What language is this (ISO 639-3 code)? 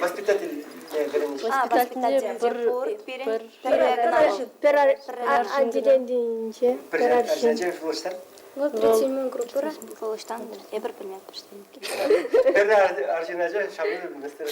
chv